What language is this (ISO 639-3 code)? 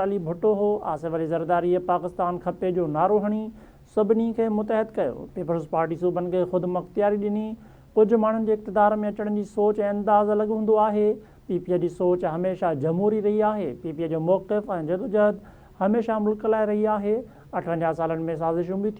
snd